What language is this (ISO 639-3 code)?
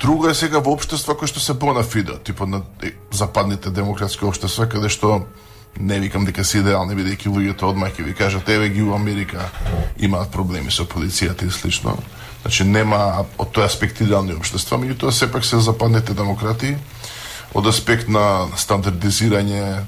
mkd